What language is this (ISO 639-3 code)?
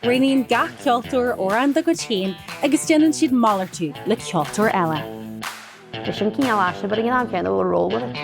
gle